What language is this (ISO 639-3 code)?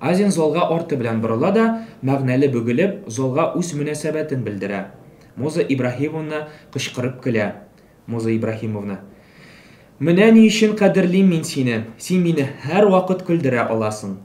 tat